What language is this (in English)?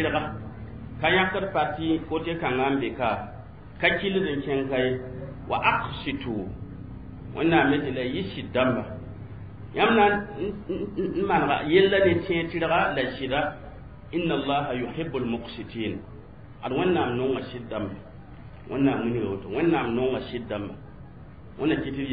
Mossi